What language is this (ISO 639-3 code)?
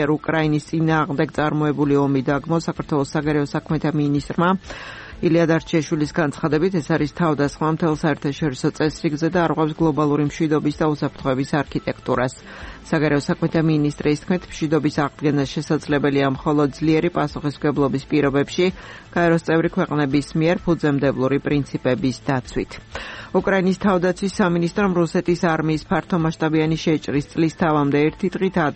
kat